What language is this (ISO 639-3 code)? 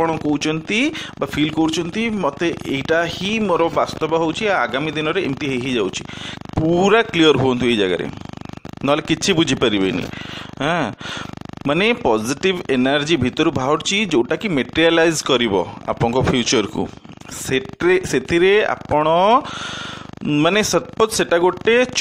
ori